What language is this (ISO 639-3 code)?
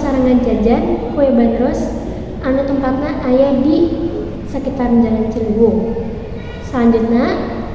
sun